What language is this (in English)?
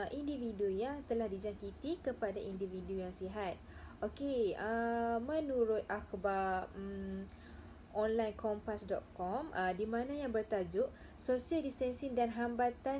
Malay